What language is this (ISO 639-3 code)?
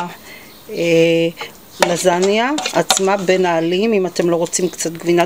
heb